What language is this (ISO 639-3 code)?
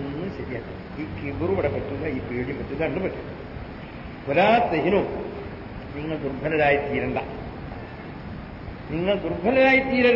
mal